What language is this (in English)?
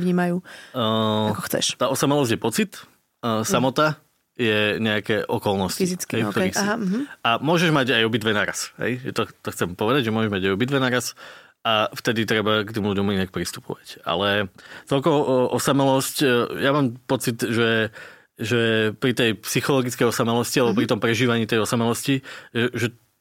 Slovak